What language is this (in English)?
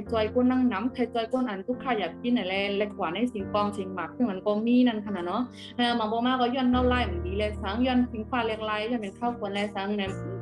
Shan